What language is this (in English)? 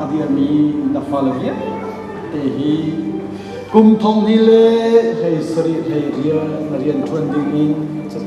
Hakha Chin